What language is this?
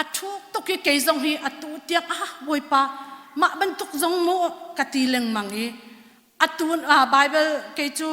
Hakha Chin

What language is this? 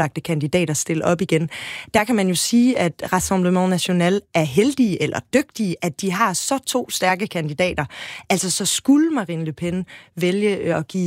Danish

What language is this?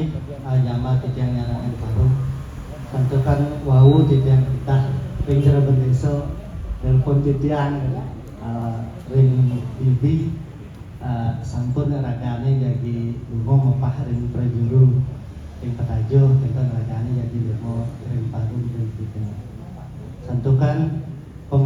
Balinese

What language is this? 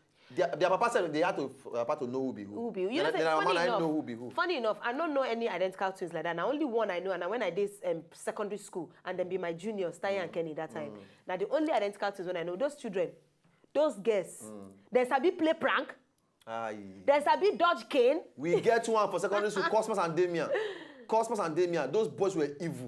Nigerian Pidgin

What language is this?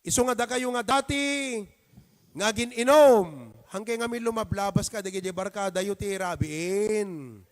Iloko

